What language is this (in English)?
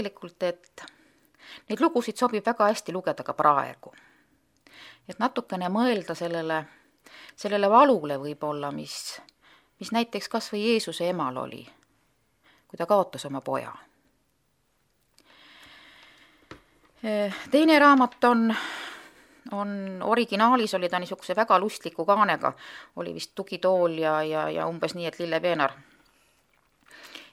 Estonian